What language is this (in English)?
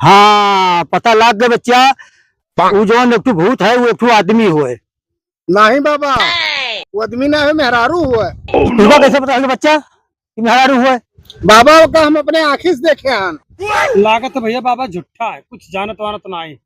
Awadhi